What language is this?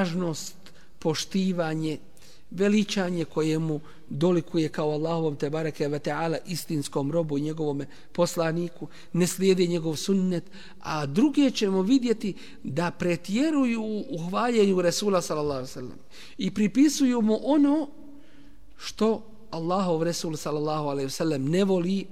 Bosnian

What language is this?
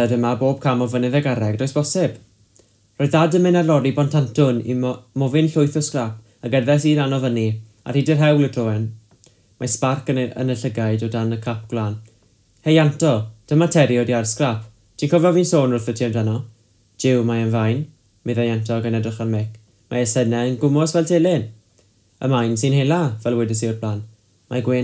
Welsh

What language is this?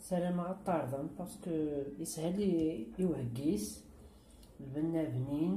Kabyle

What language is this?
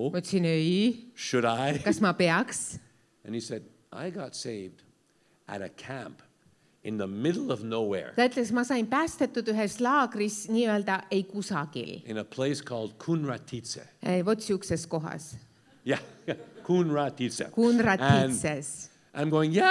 Estonian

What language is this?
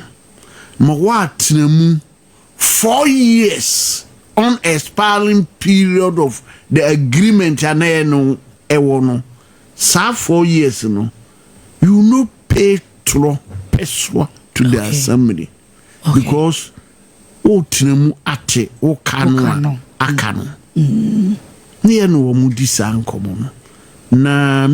Akan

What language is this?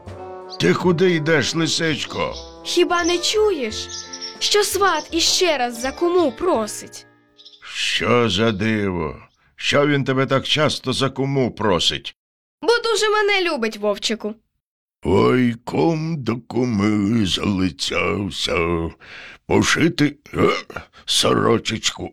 Ukrainian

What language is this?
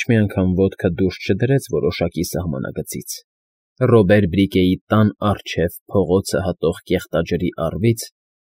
Armenian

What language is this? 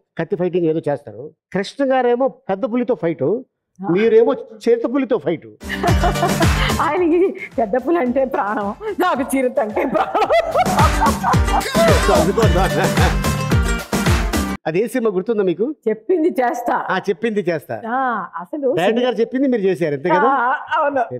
Telugu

